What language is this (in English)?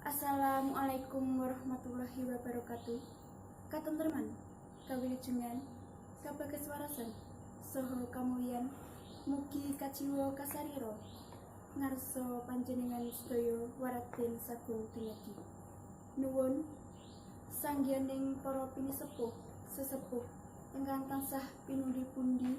Javanese